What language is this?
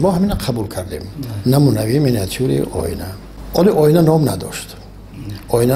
Tajik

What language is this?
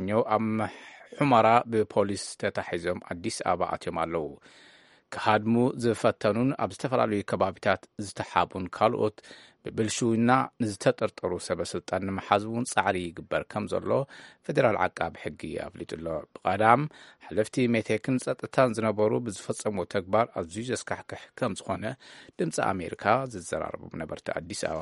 Tigrinya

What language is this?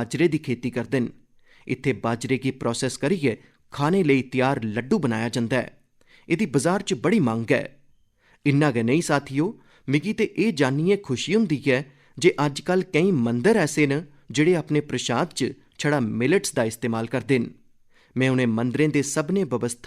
Dogri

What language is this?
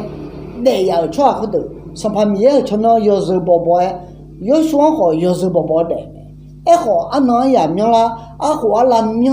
Akha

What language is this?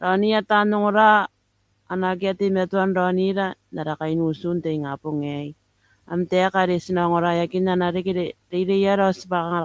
Gilbertese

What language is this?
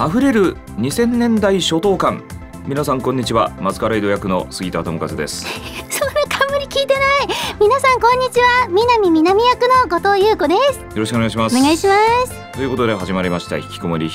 Japanese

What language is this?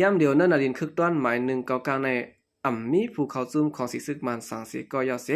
Shan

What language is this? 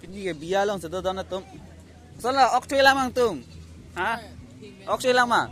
Karbi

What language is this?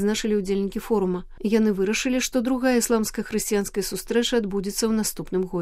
Belarusian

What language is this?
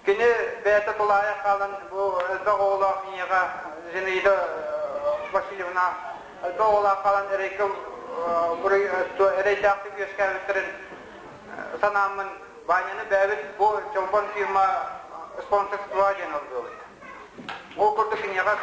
Yakut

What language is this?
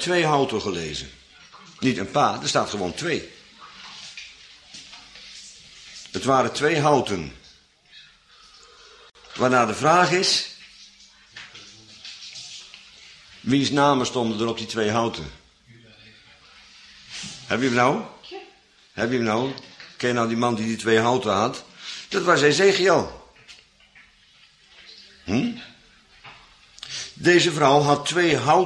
Dutch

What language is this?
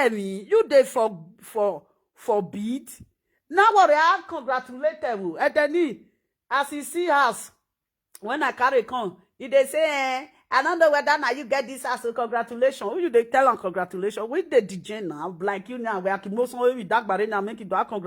Nigerian Pidgin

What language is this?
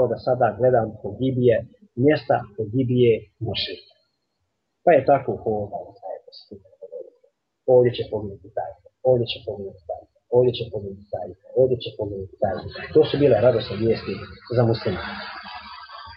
Bosnian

